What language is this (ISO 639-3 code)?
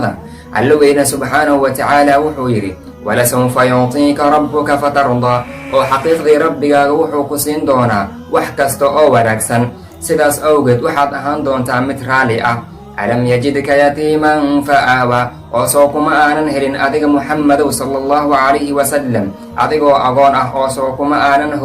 som